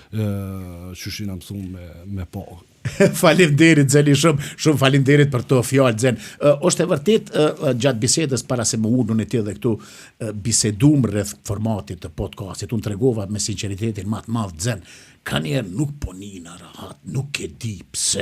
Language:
Albanian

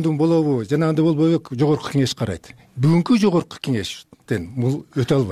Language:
Kyrgyz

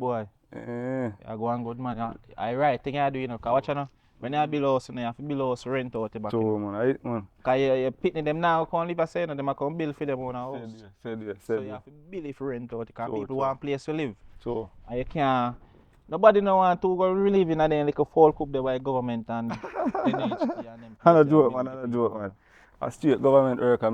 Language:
Jamaican Creole English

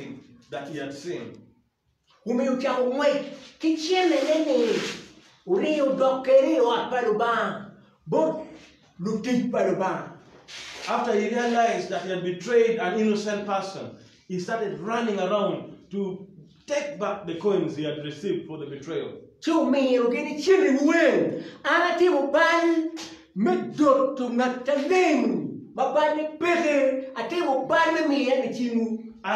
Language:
Acoli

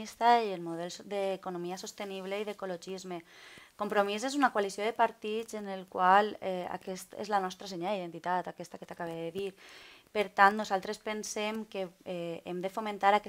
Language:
Catalan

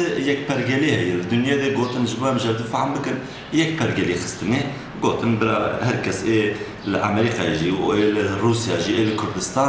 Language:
Kurdish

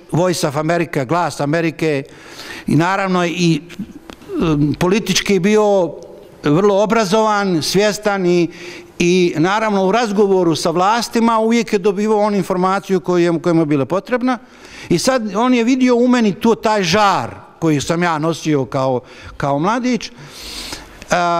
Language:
Bosnian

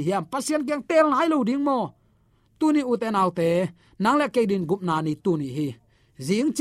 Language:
Tedim Chin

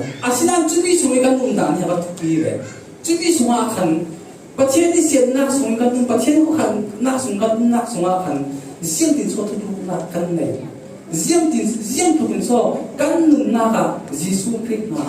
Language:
Falam Chin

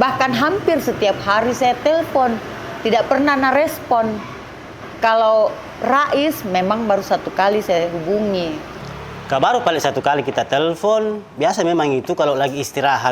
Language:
Makassar Malay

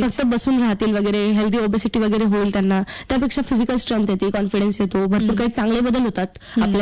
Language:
Marathi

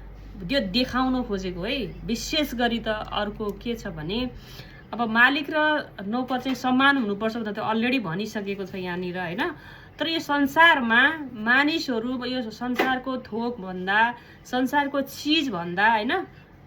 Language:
Nepali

